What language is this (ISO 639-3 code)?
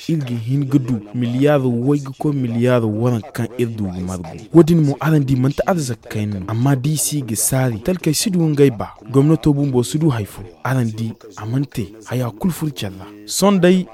dje